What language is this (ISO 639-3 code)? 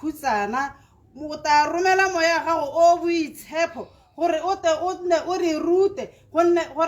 tsn